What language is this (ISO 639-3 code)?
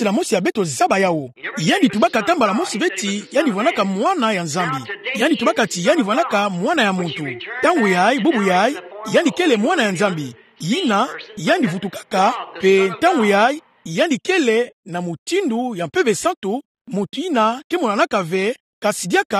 ktu